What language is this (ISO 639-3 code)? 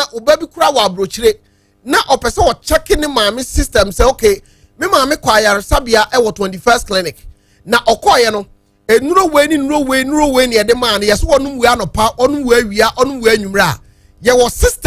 aka